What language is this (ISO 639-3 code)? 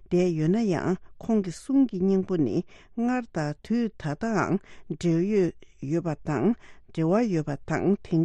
bod